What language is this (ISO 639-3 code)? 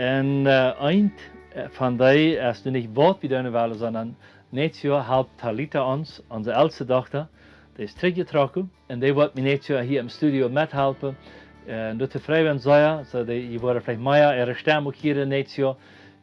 pdt